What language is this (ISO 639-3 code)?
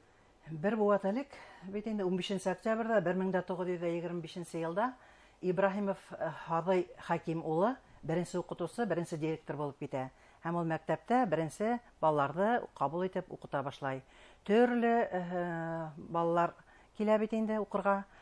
bak